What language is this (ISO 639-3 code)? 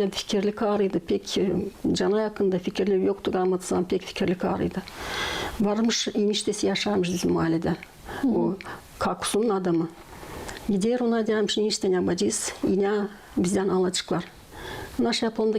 gag